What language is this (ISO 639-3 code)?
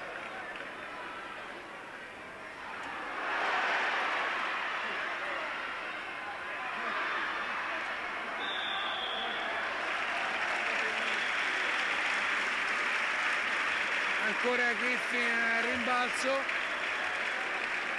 ita